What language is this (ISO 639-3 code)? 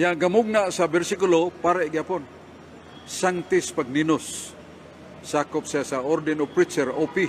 ceb